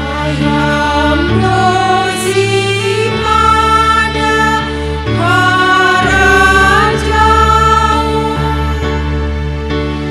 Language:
Batak Simalungun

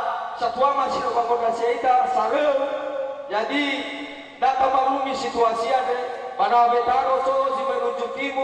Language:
Nias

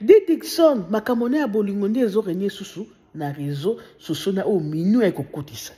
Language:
Lingala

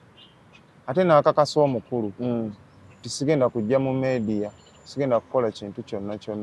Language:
Ganda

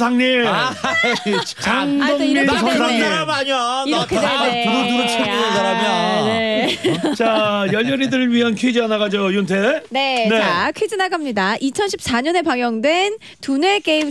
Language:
Korean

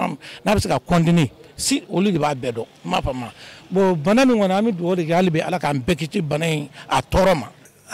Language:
Bambara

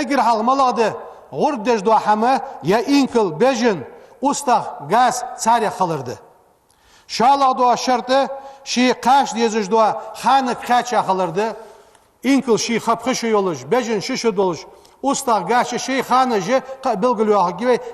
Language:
Ingush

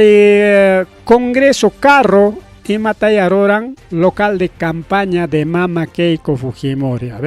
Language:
Ayacucho Quechua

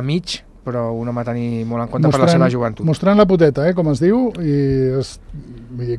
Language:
Catalan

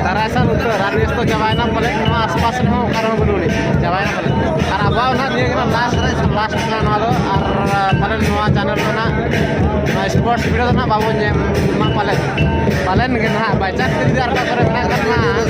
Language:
Santali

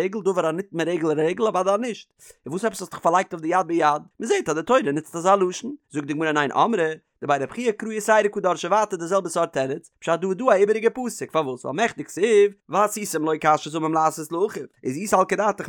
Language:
Yiddish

